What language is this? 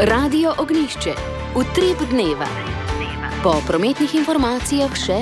Slovenian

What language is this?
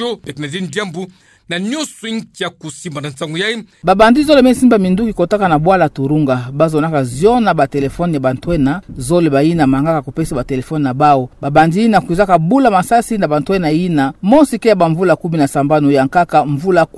Kituba (Democratic Republic of Congo)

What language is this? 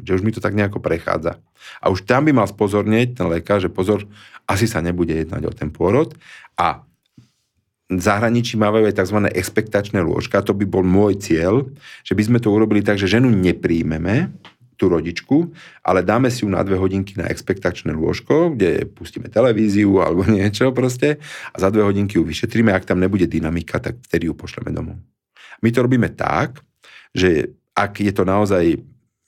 Slovak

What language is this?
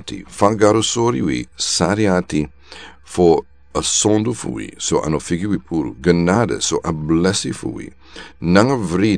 Sranan Tongo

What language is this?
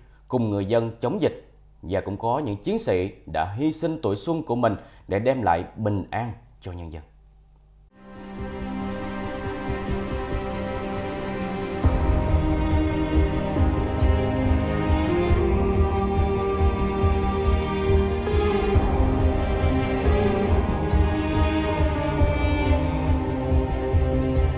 Vietnamese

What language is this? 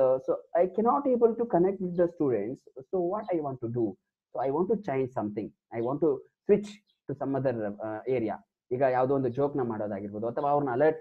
Kannada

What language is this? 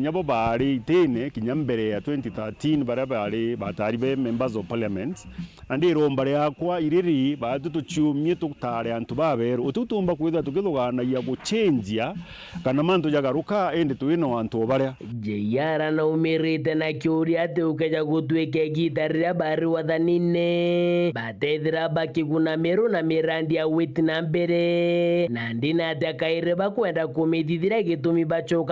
Meru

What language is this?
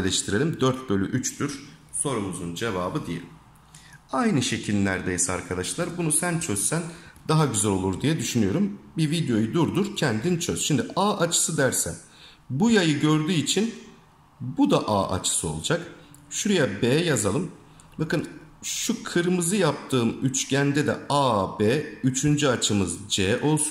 Turkish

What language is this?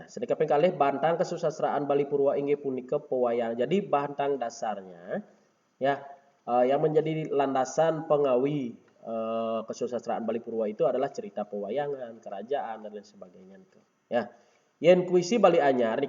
Balinese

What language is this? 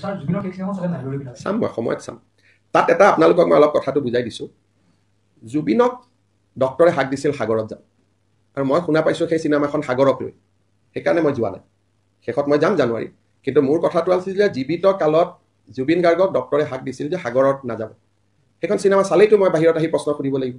Assamese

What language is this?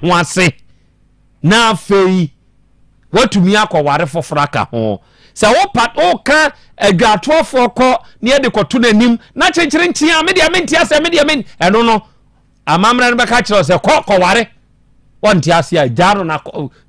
Akan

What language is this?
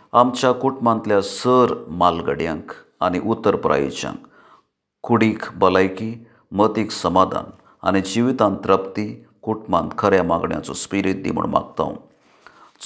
Konkani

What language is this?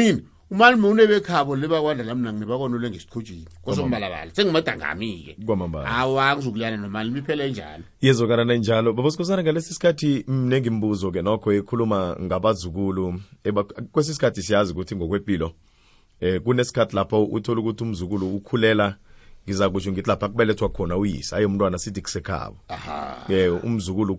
South Ndebele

